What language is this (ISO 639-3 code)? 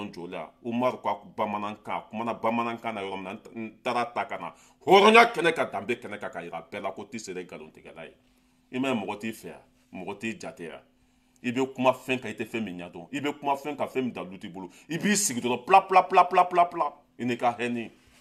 bam